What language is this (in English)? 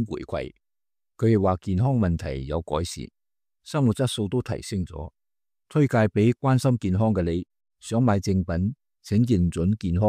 Cantonese